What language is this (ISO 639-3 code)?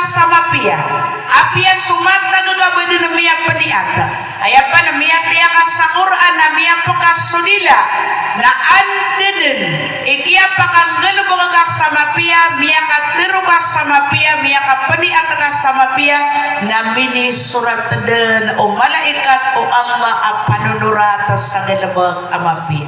mrw